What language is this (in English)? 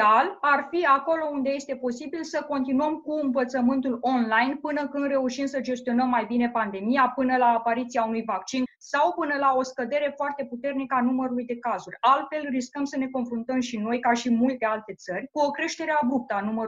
Romanian